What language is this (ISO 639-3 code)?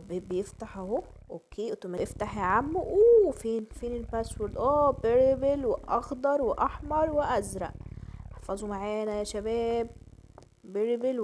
arz